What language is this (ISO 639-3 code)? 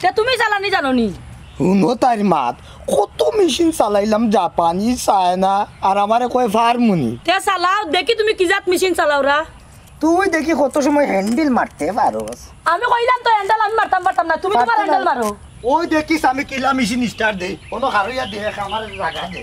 syl